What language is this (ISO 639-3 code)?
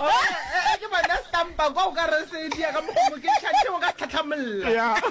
nso